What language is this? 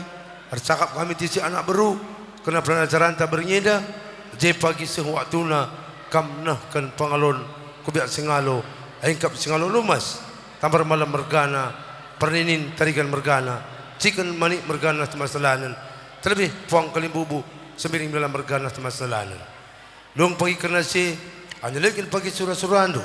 Batak Karo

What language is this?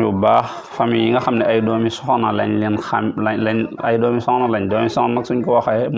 Wolof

